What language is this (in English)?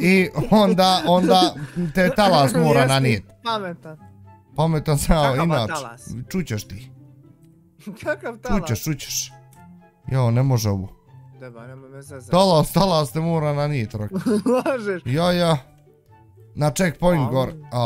Bosnian